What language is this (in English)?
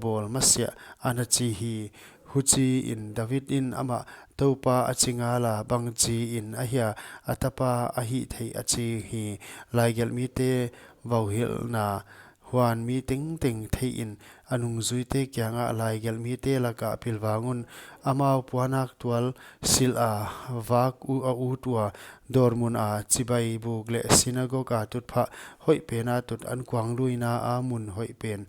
Paite Chin